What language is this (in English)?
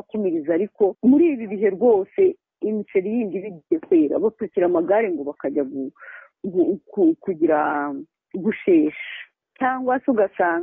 Kinyarwanda